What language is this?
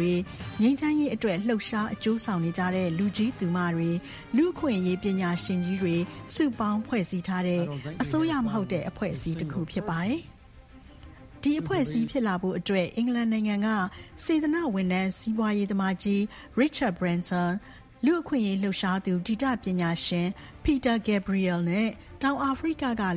Burmese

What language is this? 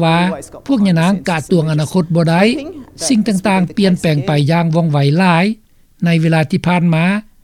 Lao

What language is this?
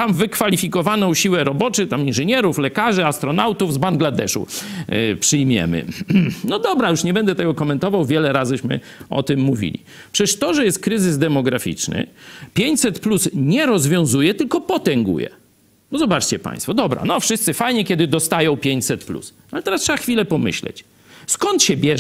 Polish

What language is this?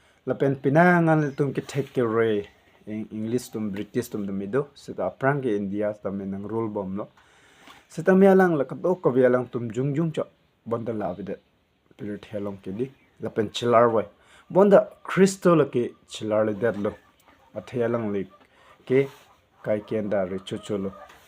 Karbi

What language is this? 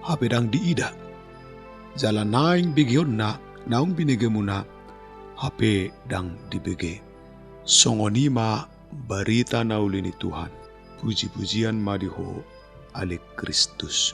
Batak Toba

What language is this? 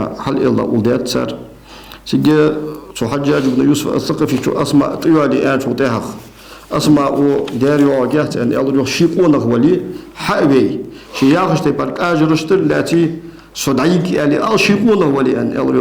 Ingush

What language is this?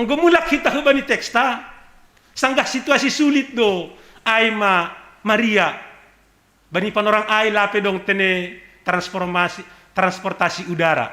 Batak Simalungun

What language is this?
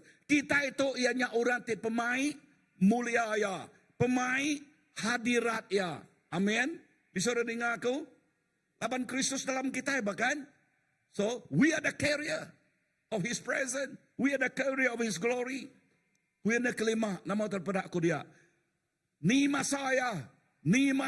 Iban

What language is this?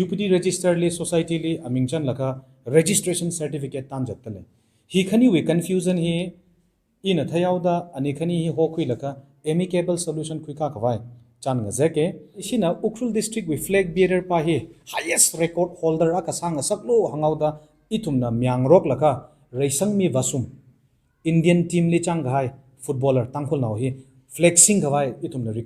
Tangkhul Naga (India)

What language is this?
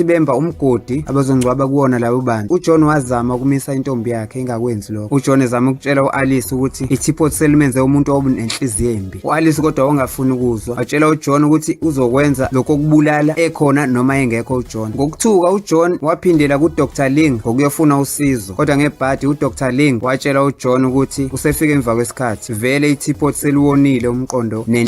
Zulu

